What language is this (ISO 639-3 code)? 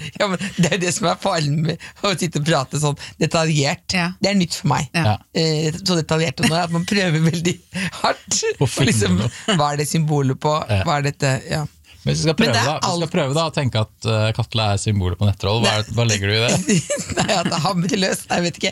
nor